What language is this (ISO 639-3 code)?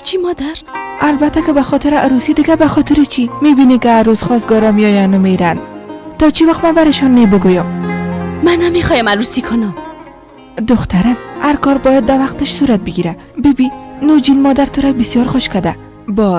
fas